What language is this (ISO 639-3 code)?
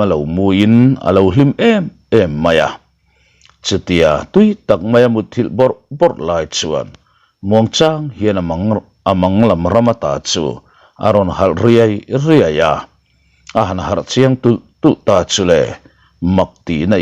lus